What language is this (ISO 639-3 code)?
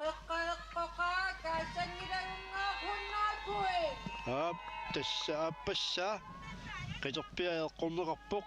kal